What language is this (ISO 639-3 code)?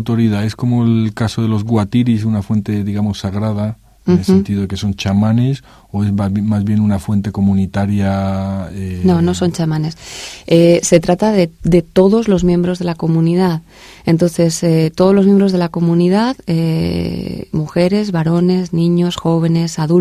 spa